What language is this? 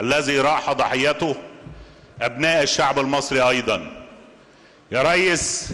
Egyptian Arabic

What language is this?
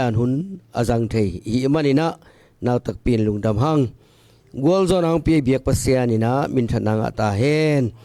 Tedim Chin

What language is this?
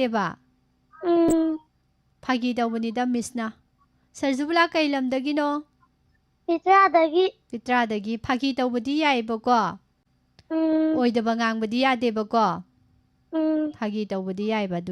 Manipuri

